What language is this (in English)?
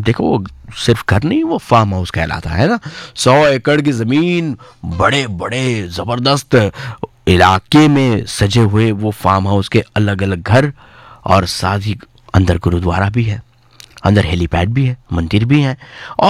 Hindi